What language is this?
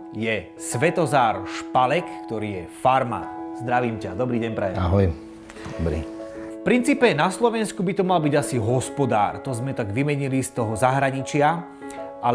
Slovak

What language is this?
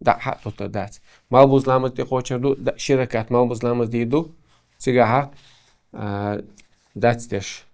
Chechen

